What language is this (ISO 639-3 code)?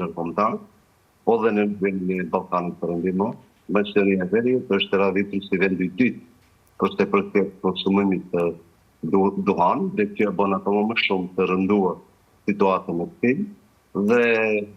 sqi